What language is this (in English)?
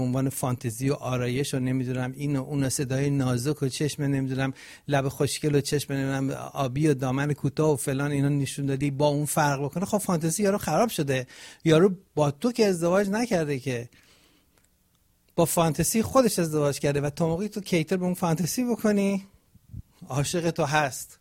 Persian